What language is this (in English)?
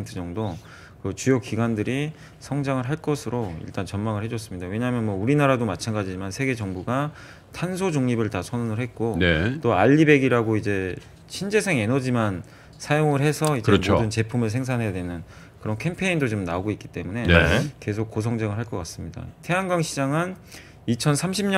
Korean